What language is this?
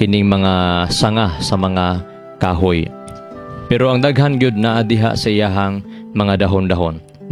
Cebuano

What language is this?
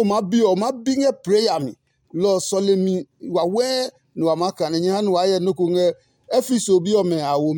Adangme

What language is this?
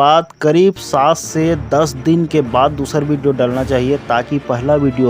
Chhattisgarhi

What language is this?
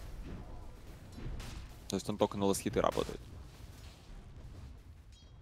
Russian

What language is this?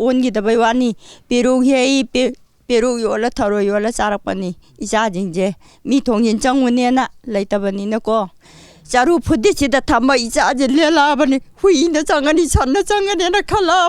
Manipuri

